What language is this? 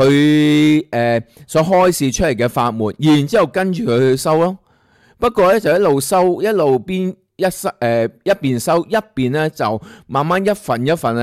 Cantonese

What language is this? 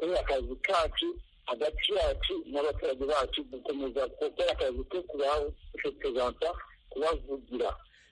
Kinyarwanda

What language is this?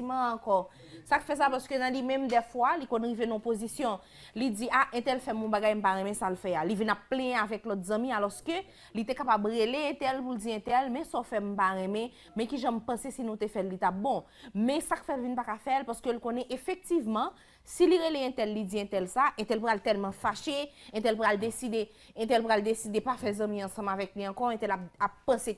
Haitian Creole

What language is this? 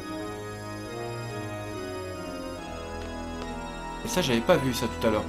French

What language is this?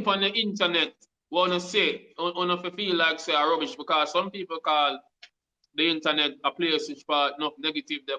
Jamaican Creole English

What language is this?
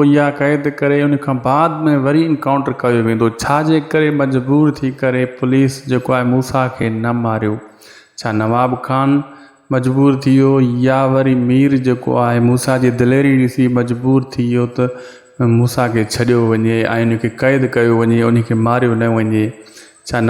Sindhi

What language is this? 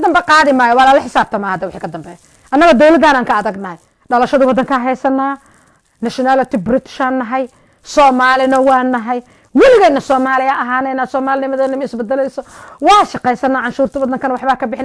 Somali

